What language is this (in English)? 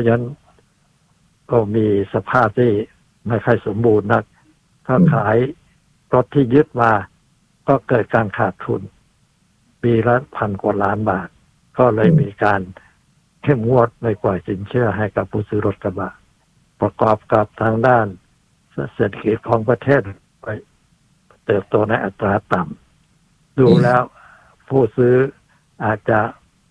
Thai